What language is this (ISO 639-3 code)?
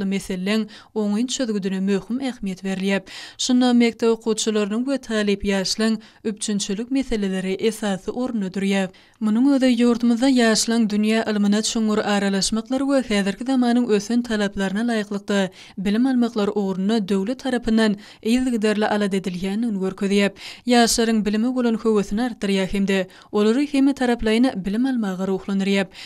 tuk